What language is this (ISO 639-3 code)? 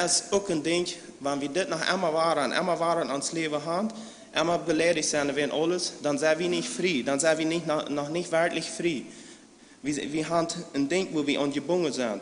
pdt